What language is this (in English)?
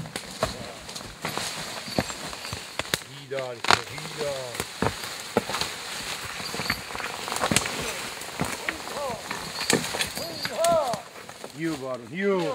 Slovak